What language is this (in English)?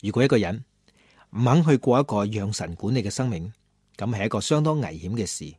Cantonese